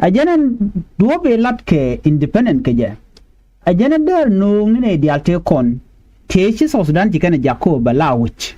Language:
Nuer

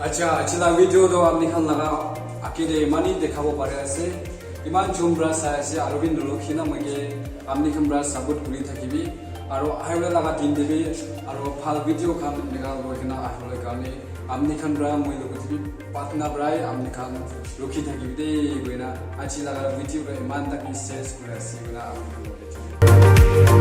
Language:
Naga Pidgin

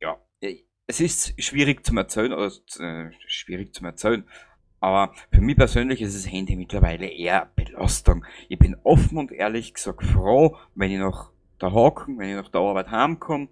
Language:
Bavarian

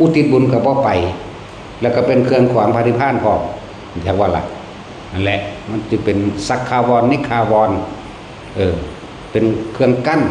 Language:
Northeastern Thai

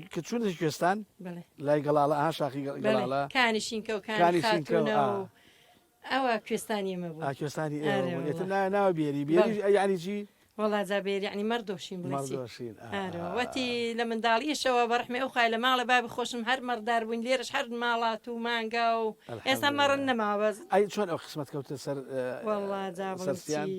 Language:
Central Kurdish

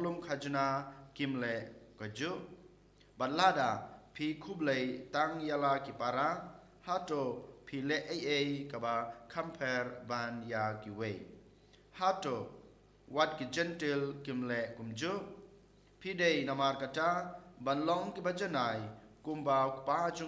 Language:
Khasi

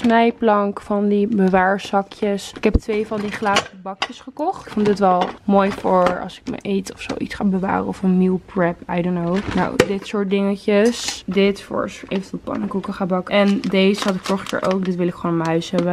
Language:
Dutch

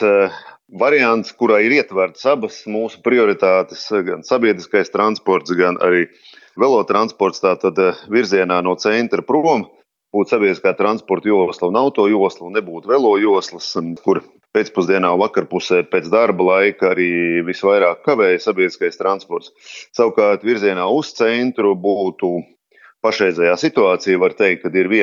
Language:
Latvian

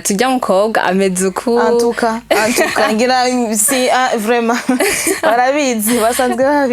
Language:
Rundi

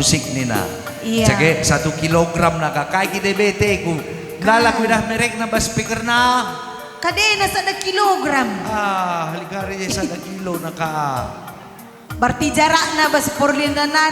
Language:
Batak Karo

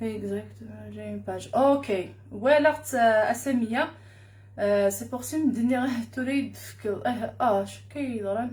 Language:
Kabyle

